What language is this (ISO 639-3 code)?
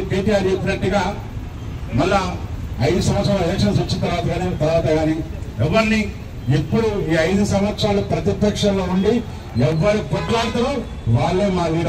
tel